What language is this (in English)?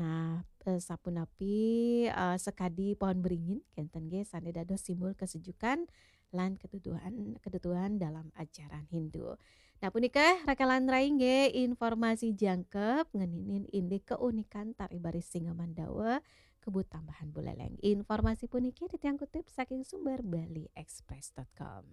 Balinese